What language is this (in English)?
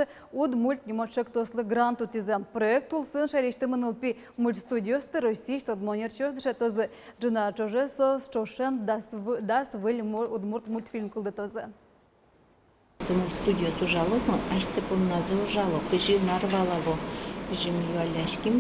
Udmurt